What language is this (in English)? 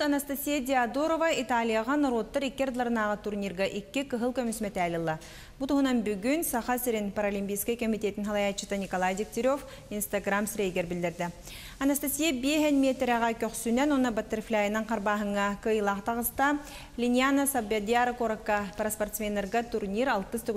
Yakut